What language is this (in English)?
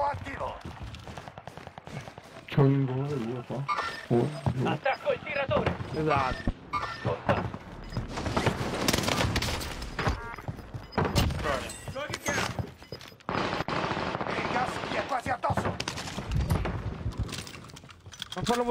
Italian